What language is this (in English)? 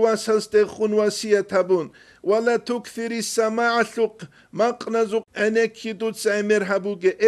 Avaric